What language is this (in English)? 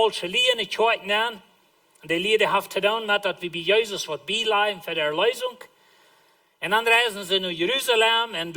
Plautdietsch